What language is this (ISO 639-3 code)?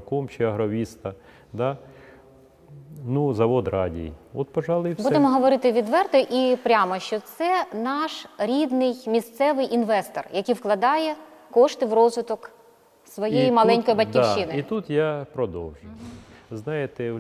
ukr